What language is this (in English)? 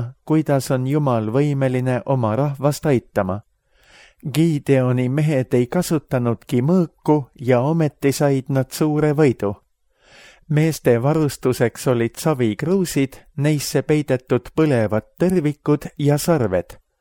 Estonian